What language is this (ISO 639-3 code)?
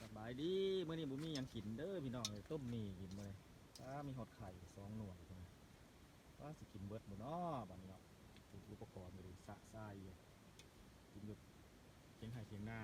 lao